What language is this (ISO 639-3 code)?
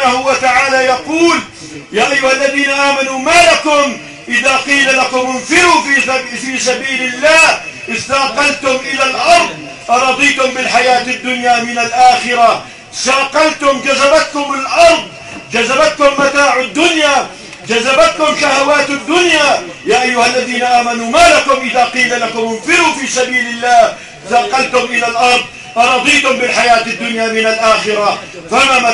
ara